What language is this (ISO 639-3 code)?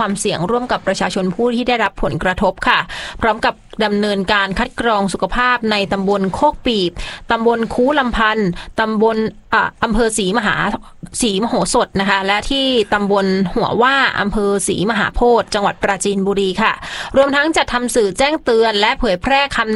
tha